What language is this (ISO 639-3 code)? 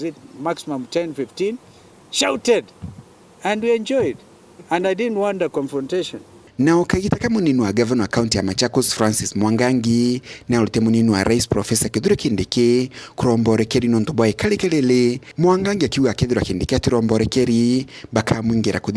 mer